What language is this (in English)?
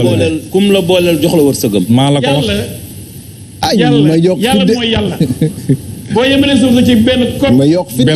Wolof